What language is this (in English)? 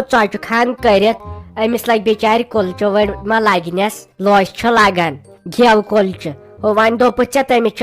Kashmiri